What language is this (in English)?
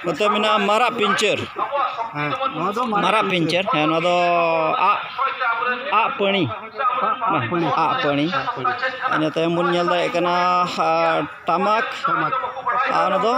Santali